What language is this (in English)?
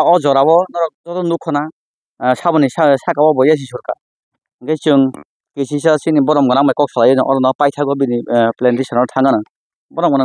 Kok Borok